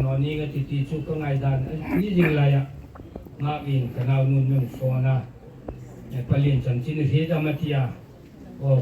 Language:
Hmar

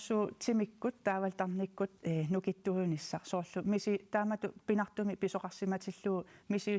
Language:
Kalaallisut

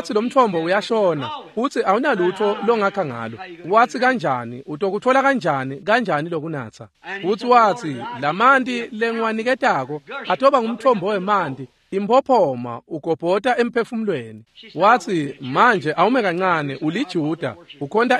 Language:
Swati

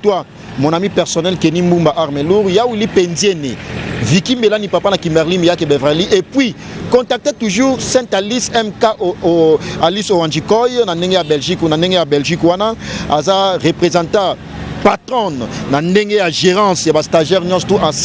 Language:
Lingala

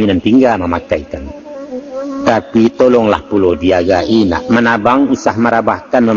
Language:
Minangkabau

